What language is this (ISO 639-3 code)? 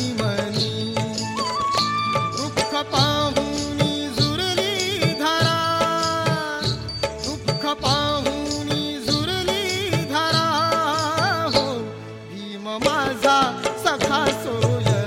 mar